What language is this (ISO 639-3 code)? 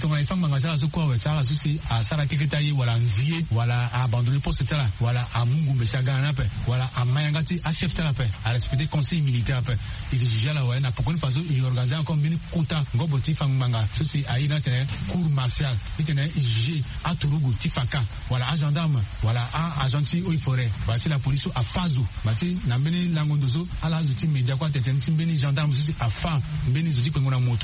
sag